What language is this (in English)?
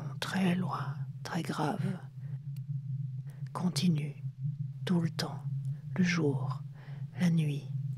French